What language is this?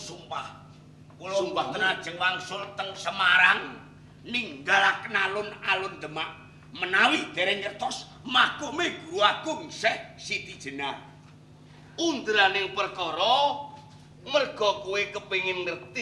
Javanese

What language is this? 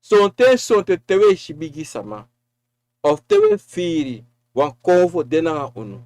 Sranan Tongo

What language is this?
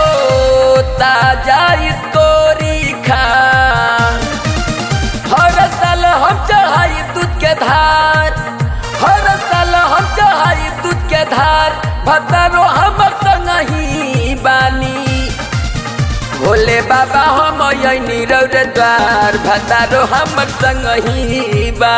Bhojpuri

